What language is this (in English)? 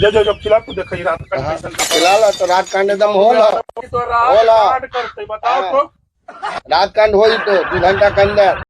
Magahi